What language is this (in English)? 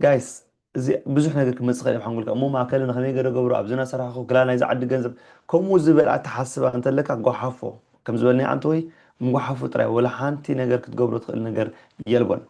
Tigrinya